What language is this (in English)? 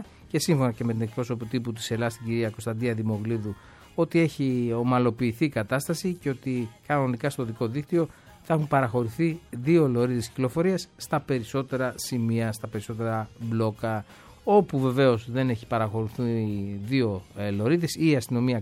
Greek